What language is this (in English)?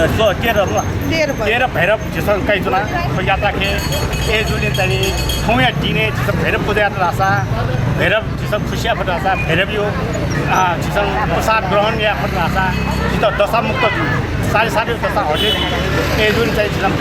Newari